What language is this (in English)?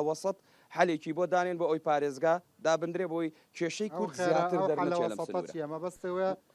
Central Kurdish